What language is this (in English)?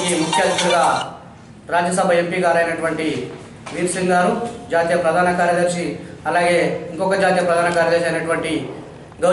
Telugu